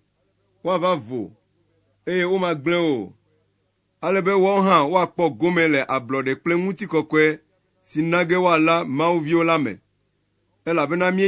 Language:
Ewe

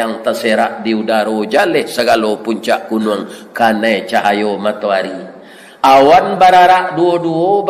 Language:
Minangkabau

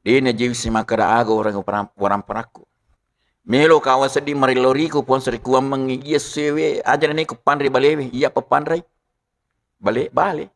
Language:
Buginese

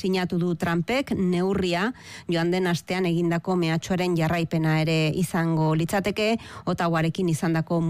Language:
Basque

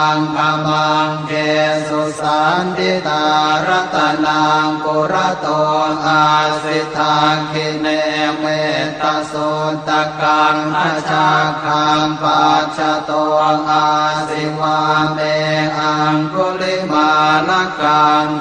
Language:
Pali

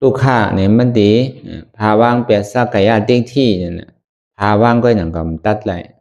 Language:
Shan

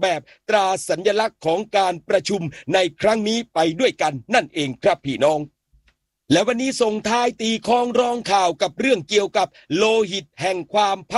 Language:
Thai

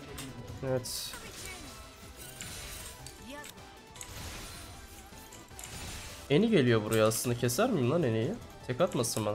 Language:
Turkish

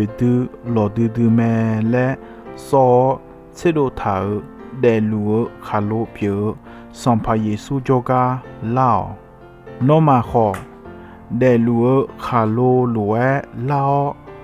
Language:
Akha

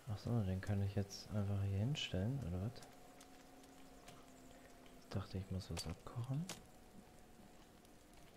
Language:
German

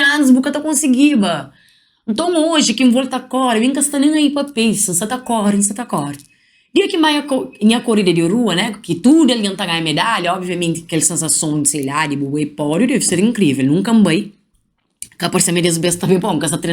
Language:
Kabuverdianu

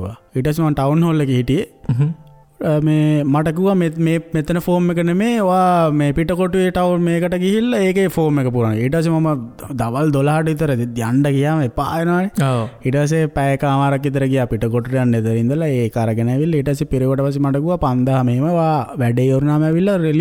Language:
Sinhala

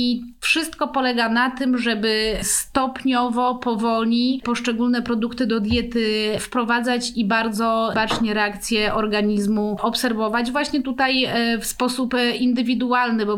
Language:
Polish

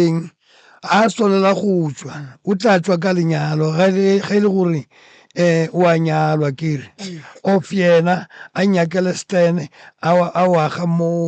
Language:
Northern Sotho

